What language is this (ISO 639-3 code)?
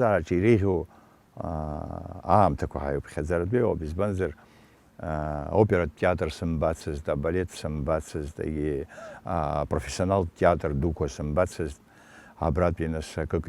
abk